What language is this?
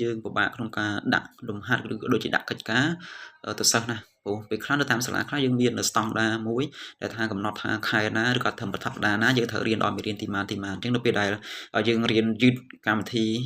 Khmer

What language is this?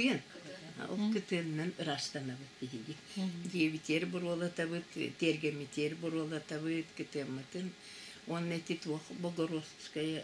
Yakut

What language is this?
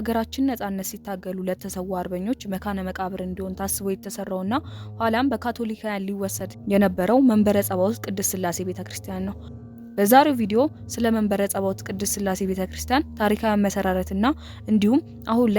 Amharic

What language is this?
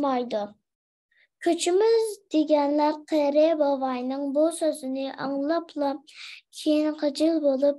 Uyghur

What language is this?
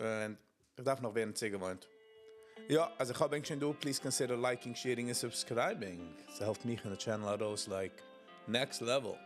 Yiddish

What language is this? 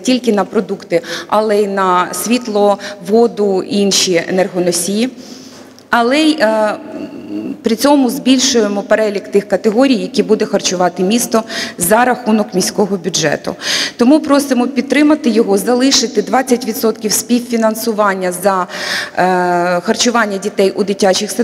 Ukrainian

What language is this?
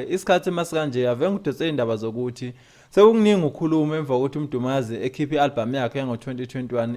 Zulu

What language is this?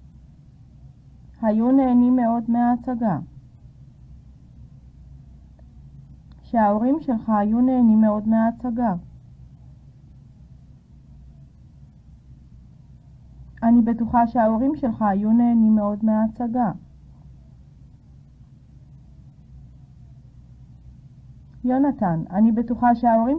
Hebrew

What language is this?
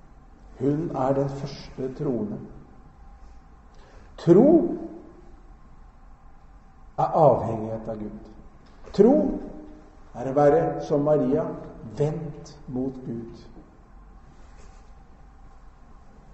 Norwegian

